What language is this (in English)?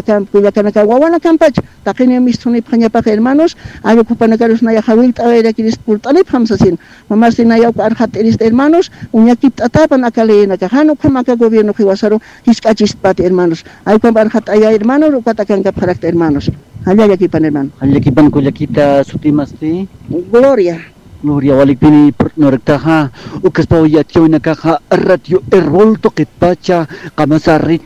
Aymara